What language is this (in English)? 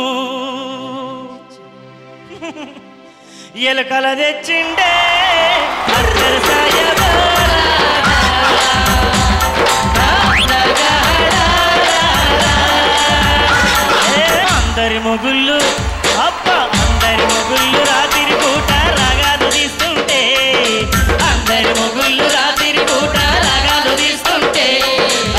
Telugu